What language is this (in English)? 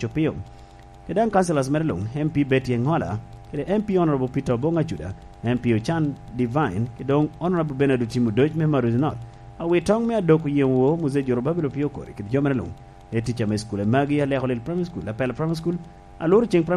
Lango (Uganda)